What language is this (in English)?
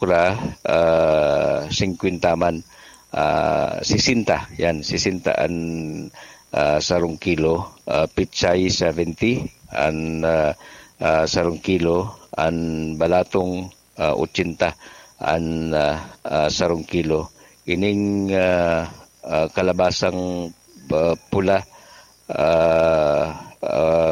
Bikol